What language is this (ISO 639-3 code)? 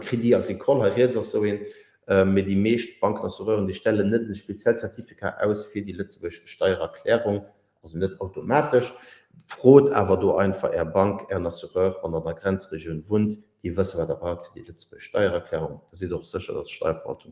ltz